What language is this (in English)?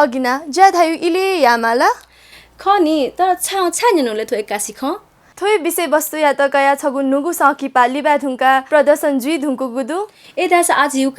Newari